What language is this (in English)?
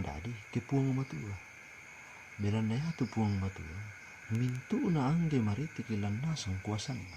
Toraja-Sa'dan